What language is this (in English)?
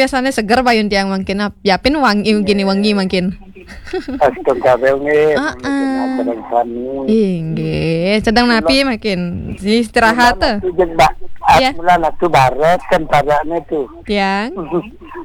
Balinese